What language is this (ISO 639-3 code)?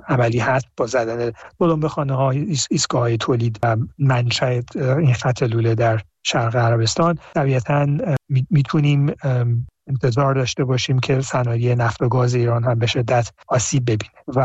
fas